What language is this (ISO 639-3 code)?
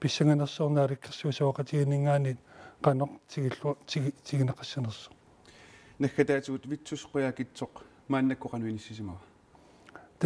kal